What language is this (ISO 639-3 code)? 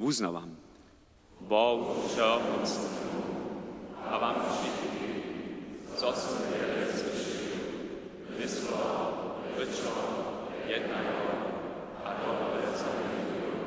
hsb